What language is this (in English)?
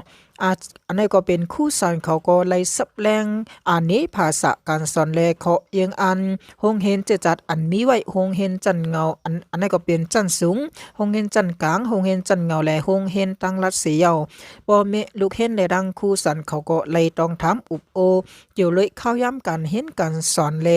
Shan